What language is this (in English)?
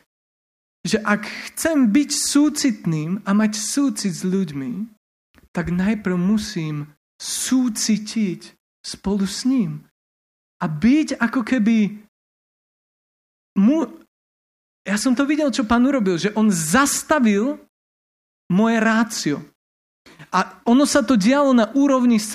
Slovak